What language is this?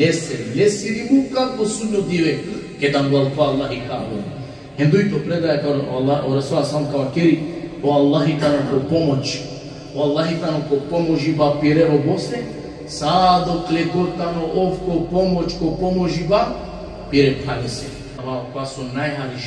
Balkan Romani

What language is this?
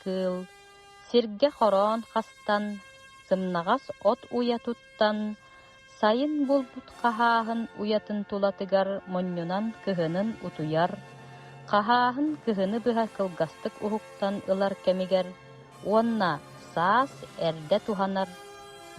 Yakut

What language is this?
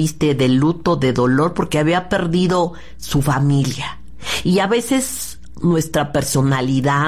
Spanish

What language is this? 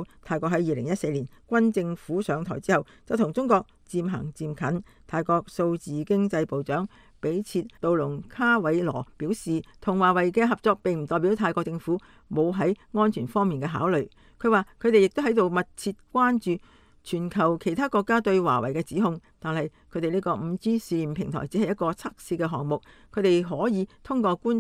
Cantonese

